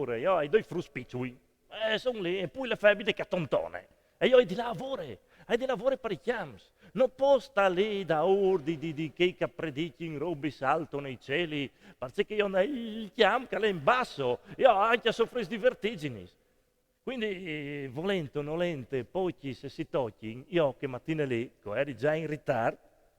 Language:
Friulian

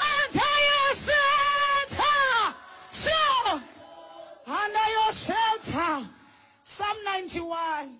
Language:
Xhosa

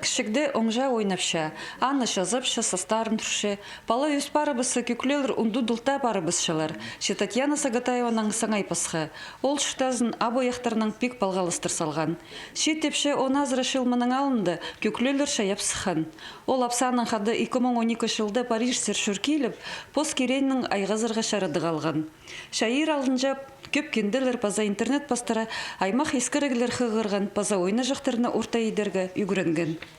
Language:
Khakas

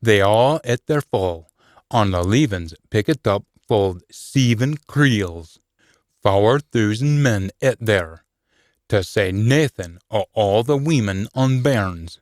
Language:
Scots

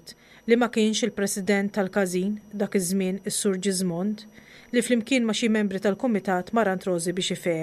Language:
Maltese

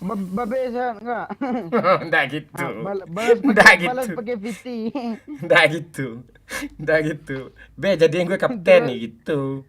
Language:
Minangkabau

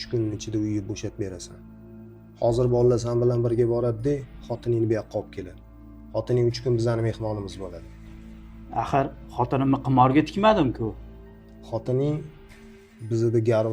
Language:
Uzbek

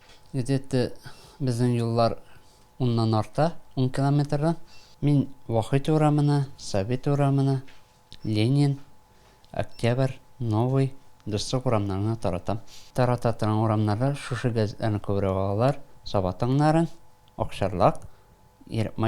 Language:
Tatar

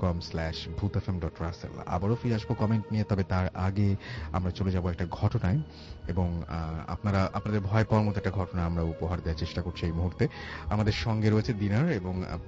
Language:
Bangla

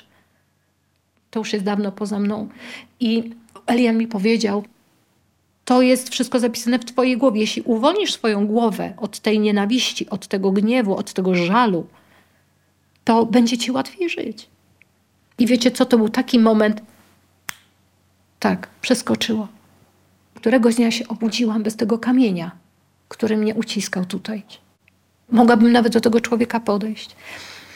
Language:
Polish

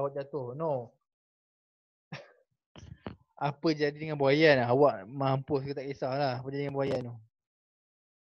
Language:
Malay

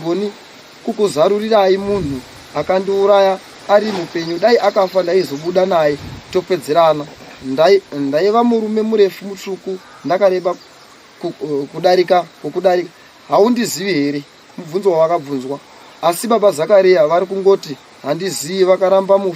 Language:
Shona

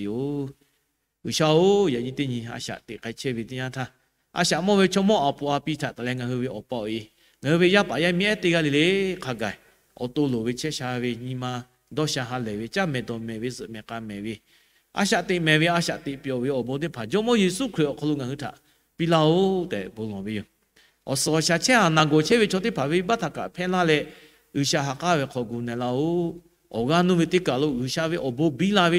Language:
Lahu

